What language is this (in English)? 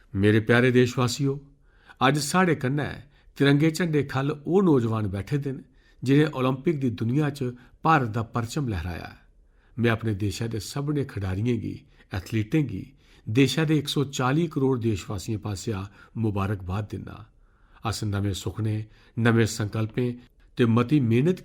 Dogri